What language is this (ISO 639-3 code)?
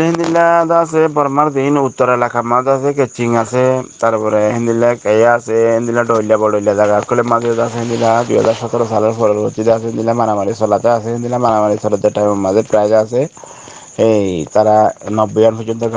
rhg